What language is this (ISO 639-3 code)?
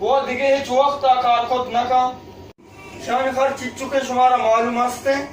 bal